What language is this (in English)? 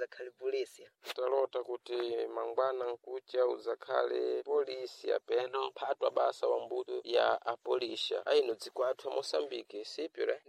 Sena